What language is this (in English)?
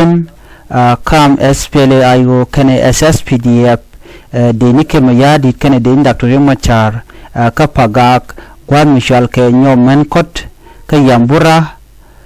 Nuer